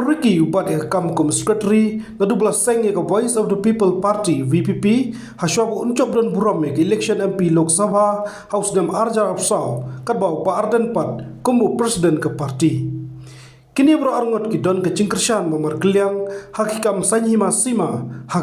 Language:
Khasi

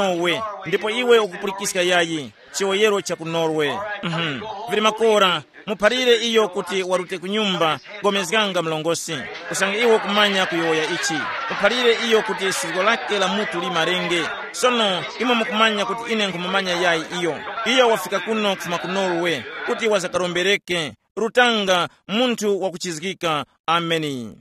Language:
Tumbuka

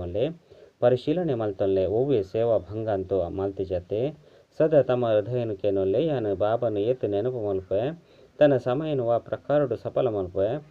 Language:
Tulu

